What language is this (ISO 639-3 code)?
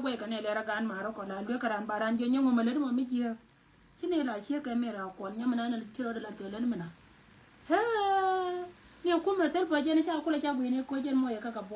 nus